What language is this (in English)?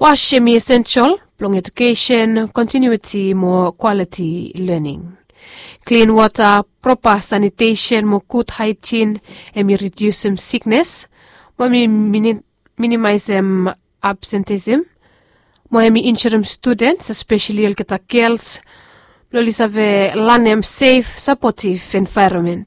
Bislama